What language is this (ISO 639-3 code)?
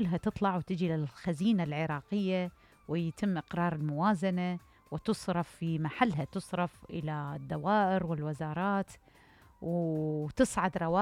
acm